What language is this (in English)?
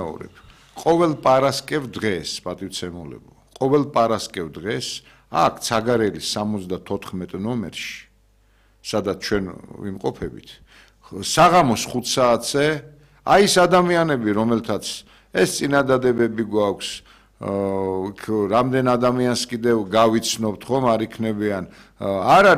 Georgian